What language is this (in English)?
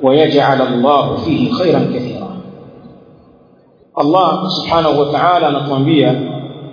Swahili